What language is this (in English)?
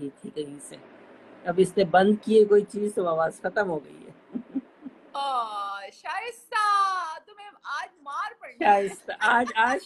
Urdu